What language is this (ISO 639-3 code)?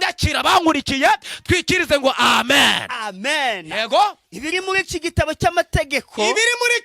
kin